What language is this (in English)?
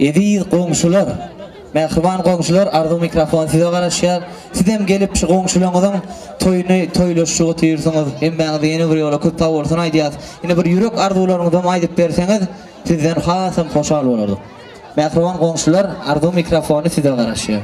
Turkmen